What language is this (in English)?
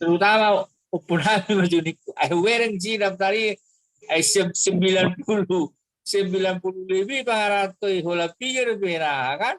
Batak Toba